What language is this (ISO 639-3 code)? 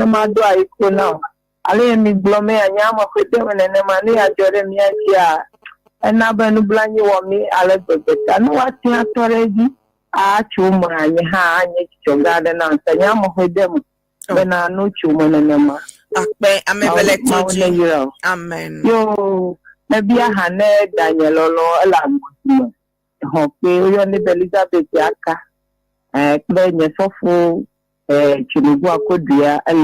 ewe